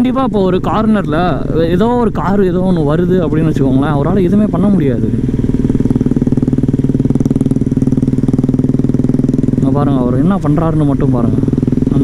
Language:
Tamil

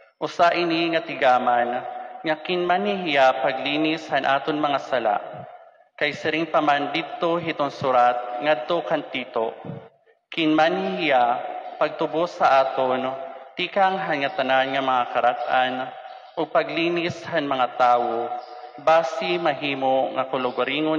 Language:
Waray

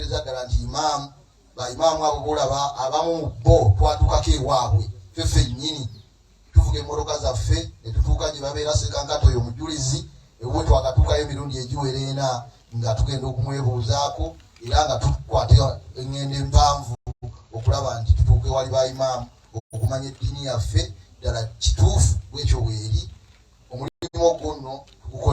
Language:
Ganda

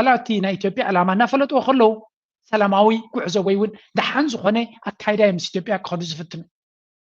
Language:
Tigrinya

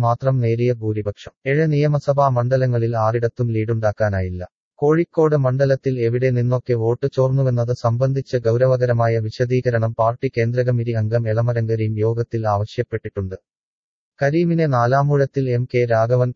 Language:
Malayalam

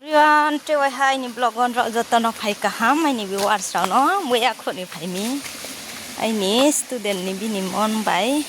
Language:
Riang (India)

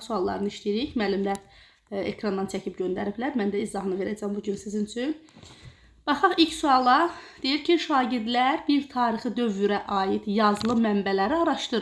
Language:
Azerbaijani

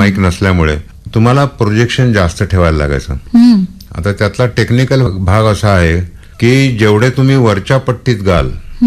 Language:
Marathi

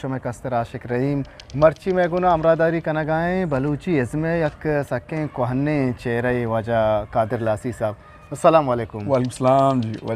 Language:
Eastern Balochi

